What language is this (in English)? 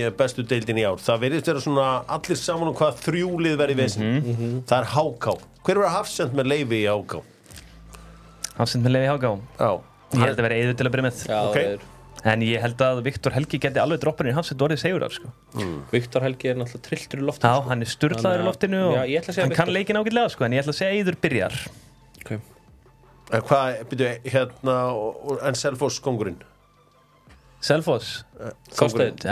Icelandic